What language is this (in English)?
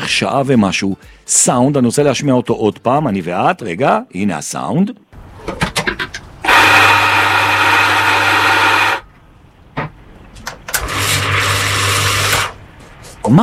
Hebrew